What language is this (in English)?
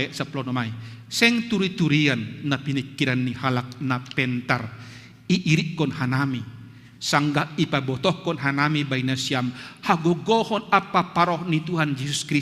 Batak Simalungun